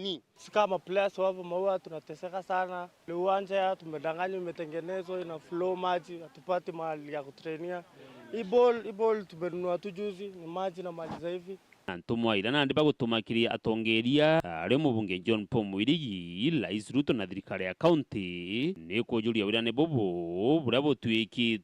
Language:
Meru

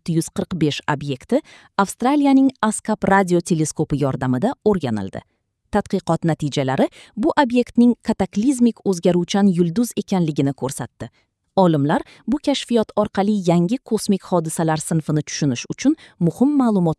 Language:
Uzbek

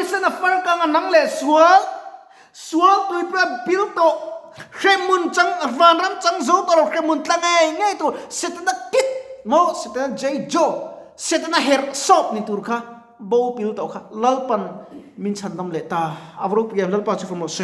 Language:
Mizo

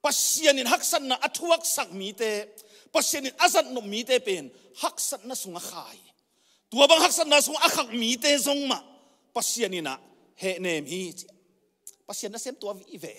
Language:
Tedim Chin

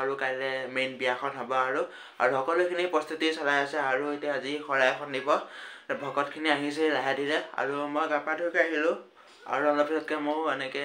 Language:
Assamese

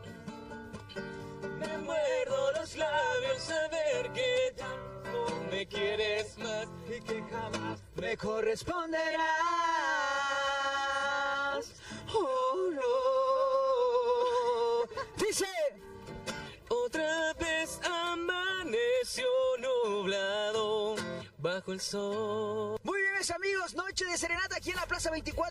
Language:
Spanish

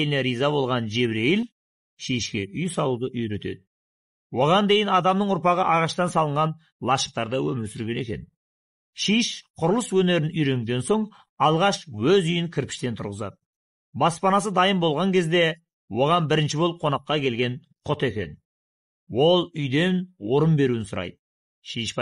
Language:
Kazakh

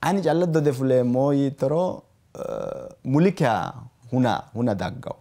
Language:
Sidamo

